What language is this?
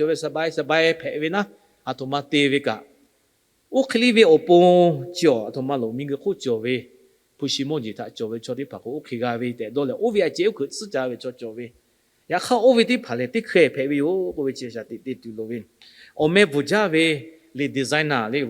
Lahu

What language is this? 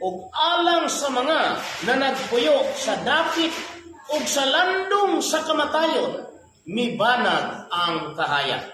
Cebuano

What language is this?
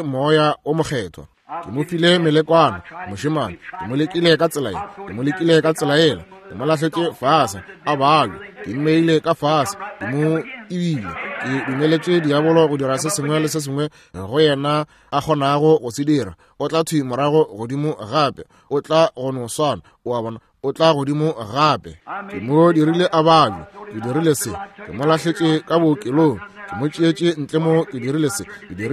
Northern Sotho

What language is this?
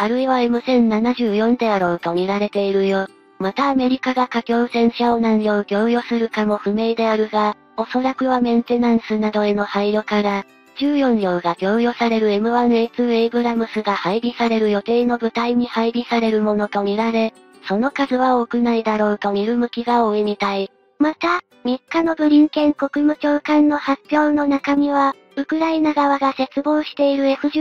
Japanese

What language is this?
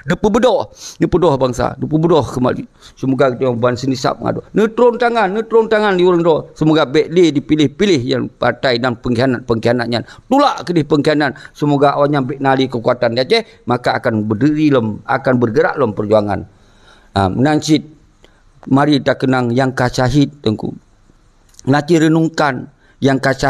Achinese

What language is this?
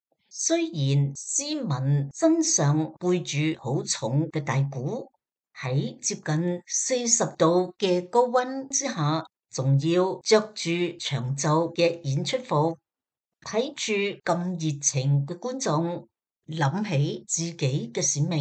Cantonese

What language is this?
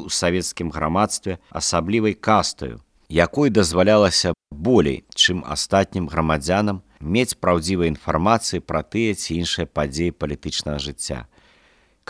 Belarusian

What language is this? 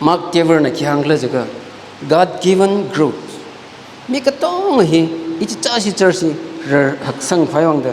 Tangkhul Naga (India)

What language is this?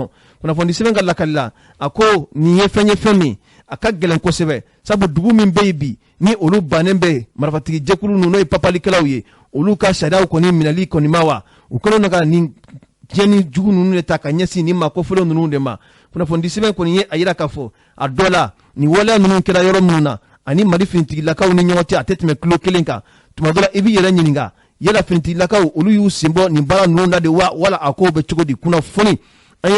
Bambara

